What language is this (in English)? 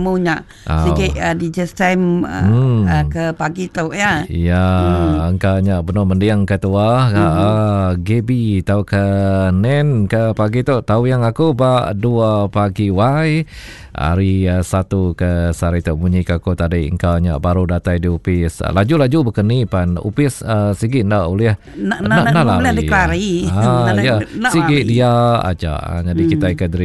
Iban